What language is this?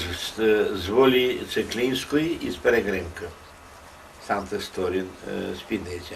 Rusyn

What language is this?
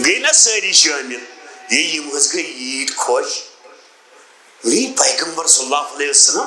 Kashmiri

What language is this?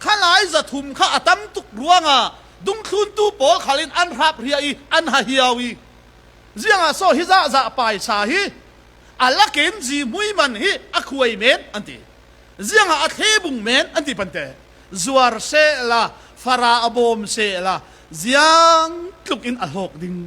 Falam Chin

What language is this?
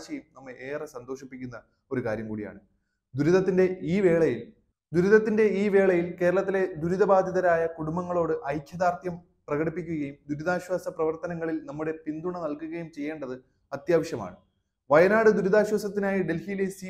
Malayalam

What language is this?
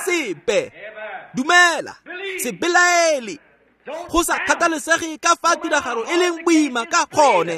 Tswana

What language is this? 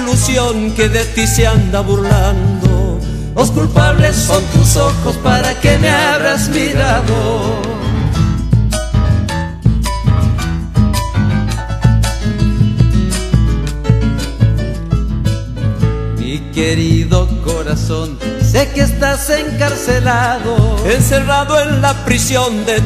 Spanish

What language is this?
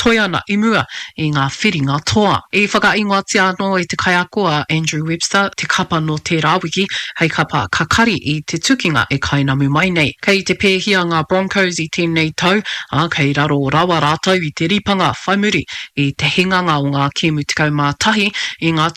Māori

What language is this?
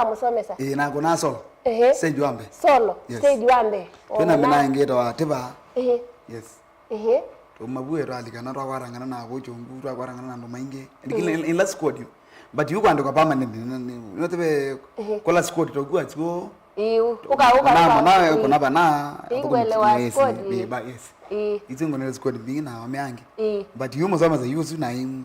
Kamba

